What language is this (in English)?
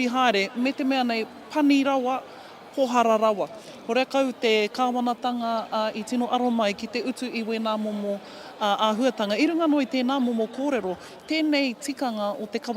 Māori